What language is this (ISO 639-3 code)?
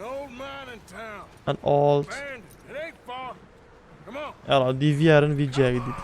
kur